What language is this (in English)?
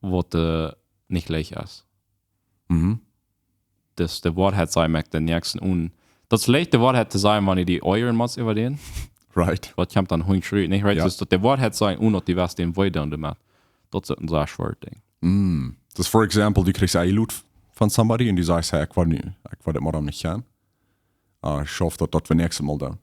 Plautdietsch